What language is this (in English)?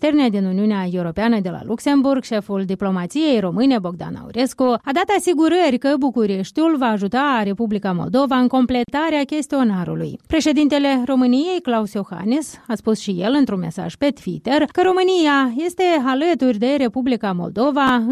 Romanian